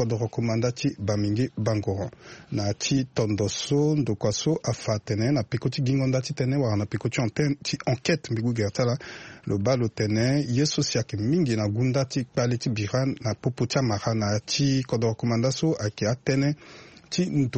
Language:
Sango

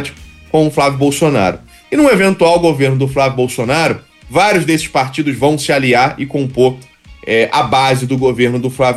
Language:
Portuguese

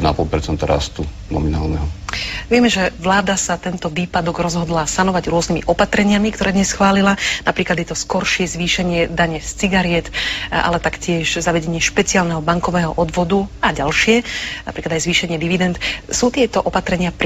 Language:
Slovak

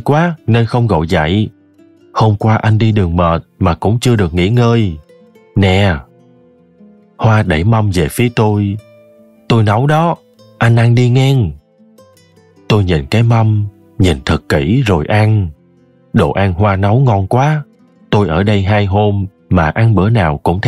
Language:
Vietnamese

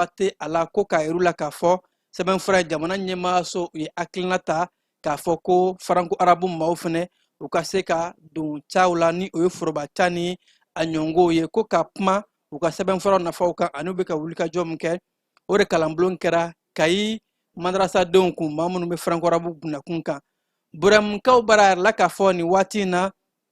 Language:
Bambara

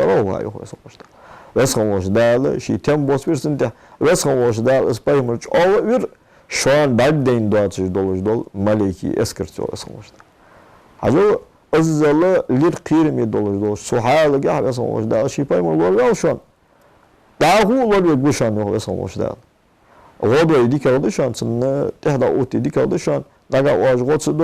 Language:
Ingush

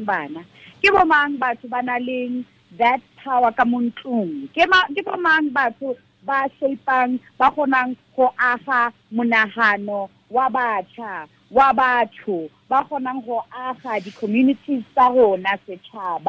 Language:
Tswana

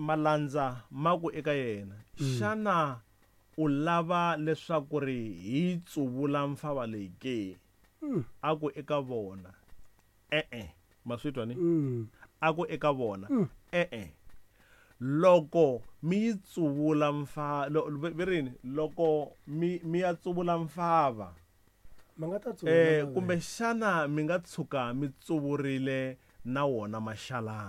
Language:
Tsonga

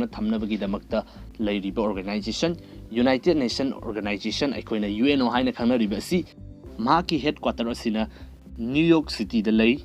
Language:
Manipuri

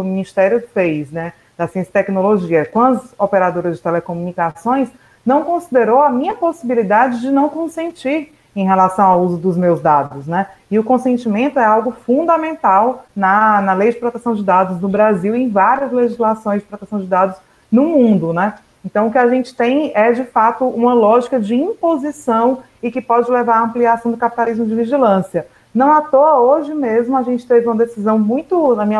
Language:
Portuguese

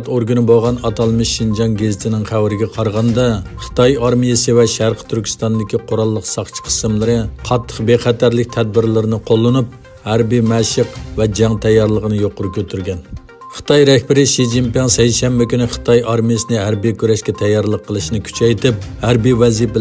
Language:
Uyghur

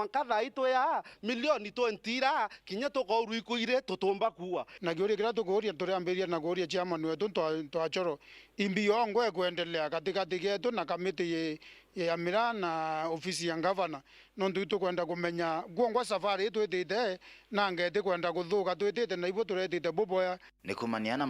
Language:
Meru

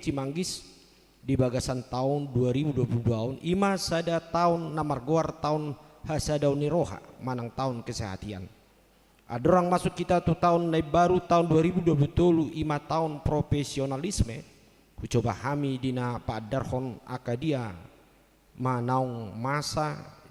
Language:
Batak Toba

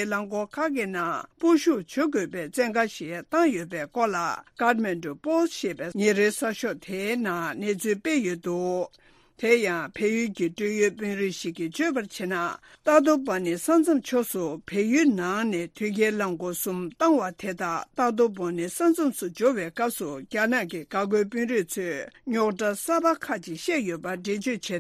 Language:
Tibetan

